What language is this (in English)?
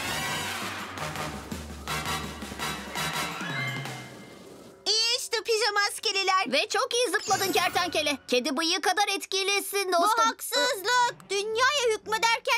Turkish